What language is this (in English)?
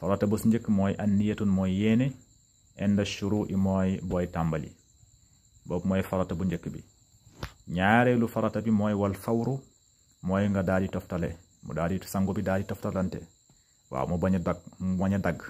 Wolof